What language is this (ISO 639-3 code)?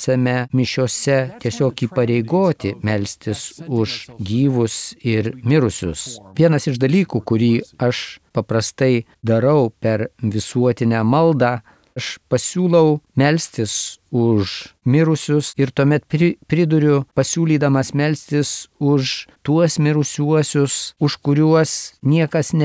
lit